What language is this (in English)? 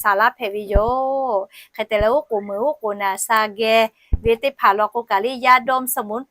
Lahu